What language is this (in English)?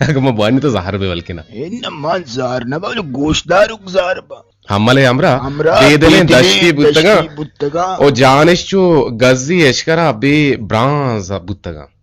Eastern Balochi